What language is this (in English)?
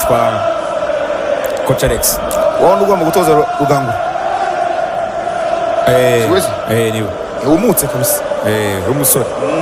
Kinyarwanda